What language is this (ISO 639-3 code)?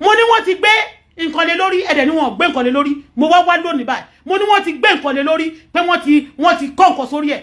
yor